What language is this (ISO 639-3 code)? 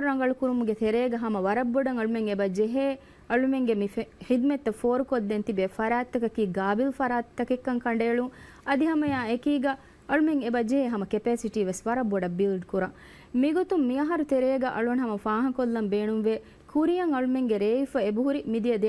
div